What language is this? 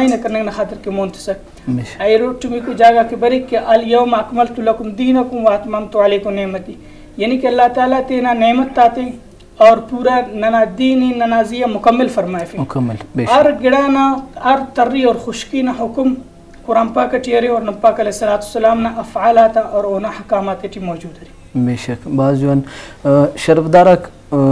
Brahui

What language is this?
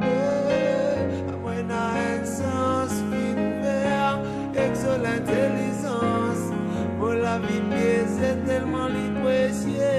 Morisyen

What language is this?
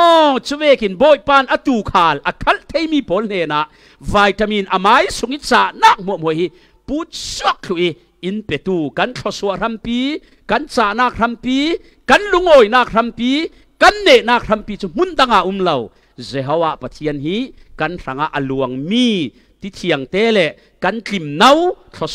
Falam Chin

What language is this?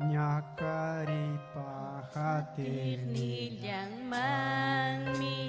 Ayacucho Quechua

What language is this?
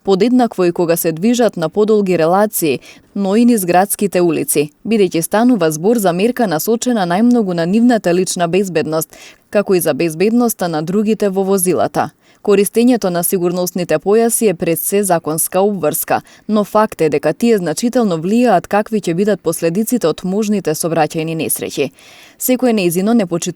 Macedonian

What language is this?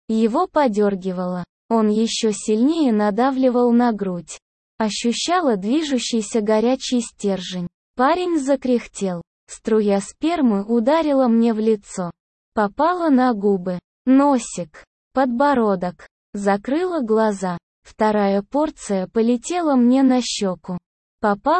Russian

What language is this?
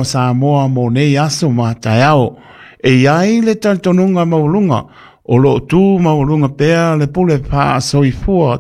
Samoan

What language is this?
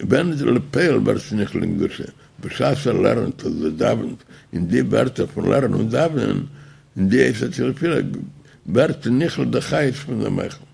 Yiddish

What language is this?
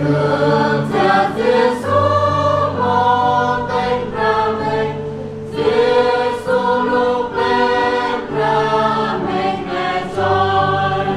Central Mnong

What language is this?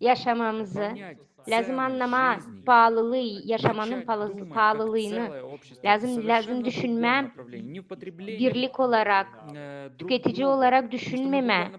Gagauz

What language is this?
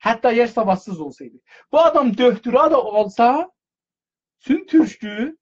South Azerbaijani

